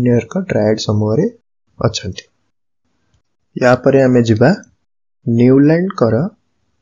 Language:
Odia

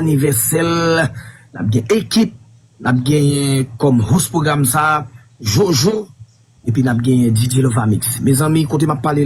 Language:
Haitian Creole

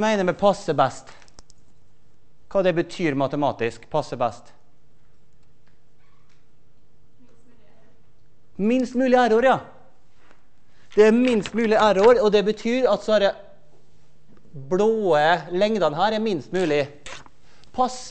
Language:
Norwegian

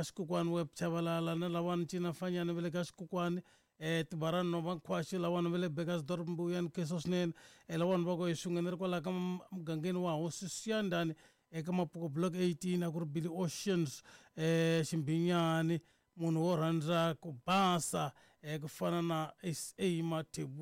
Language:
Tsonga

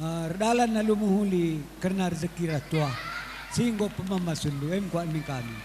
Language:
Batak Karo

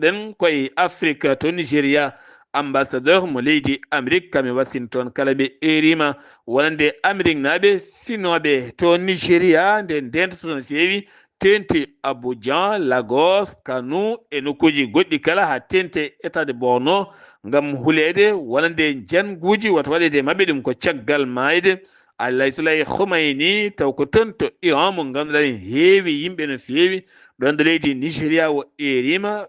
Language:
Fula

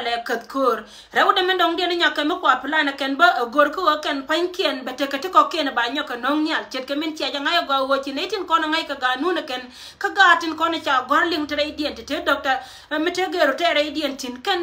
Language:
Nuer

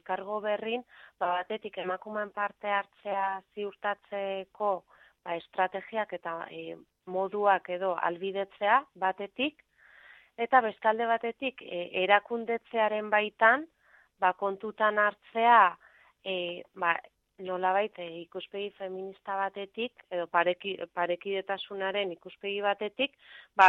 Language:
Basque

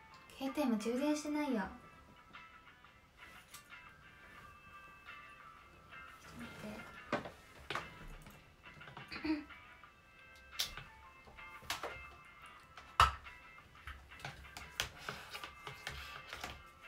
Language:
Japanese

